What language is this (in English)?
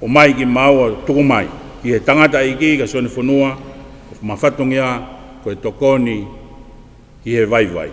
Tongan